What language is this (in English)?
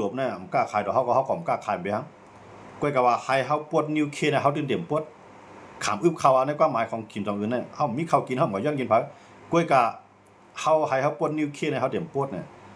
Shan